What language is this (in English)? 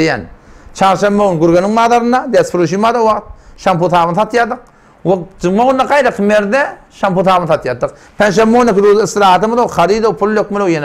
Turkmen